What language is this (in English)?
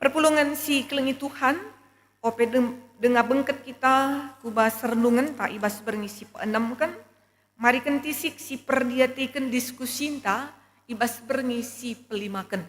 Batak Karo